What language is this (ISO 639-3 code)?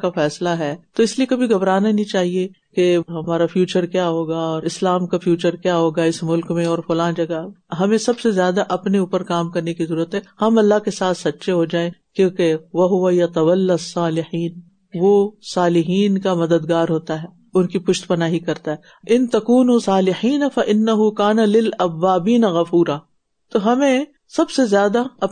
urd